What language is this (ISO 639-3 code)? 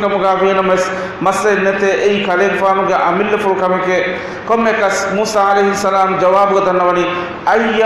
div